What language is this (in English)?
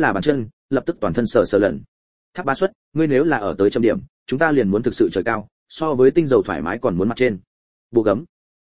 Vietnamese